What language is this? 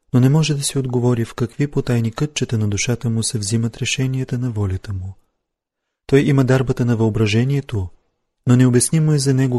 Bulgarian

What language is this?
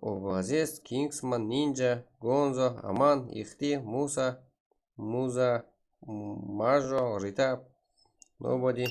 Kara-Kalpak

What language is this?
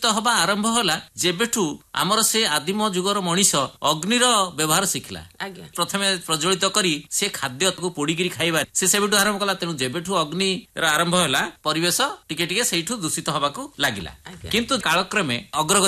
Odia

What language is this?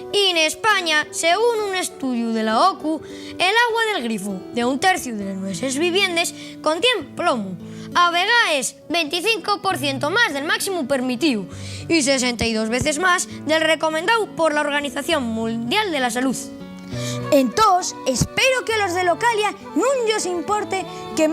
Asturian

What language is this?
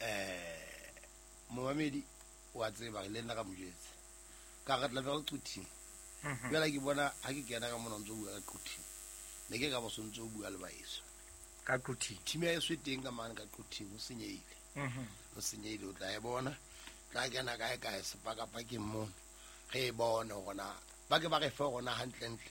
Southern Sotho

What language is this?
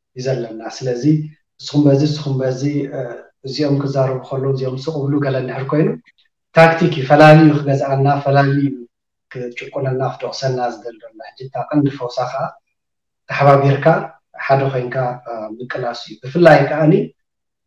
Tigrinya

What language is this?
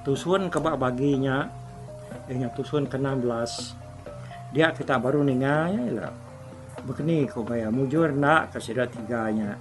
Iban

